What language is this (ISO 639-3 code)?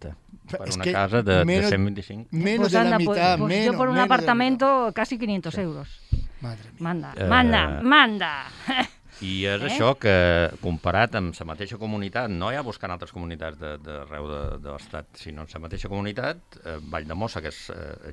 cat